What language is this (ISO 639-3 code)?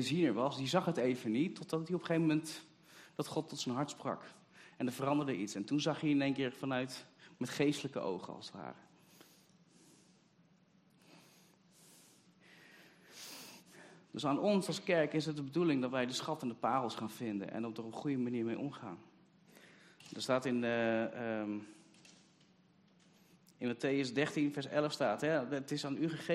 nld